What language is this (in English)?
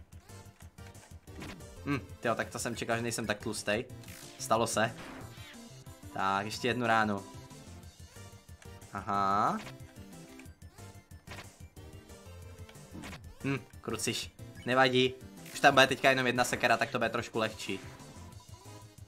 Czech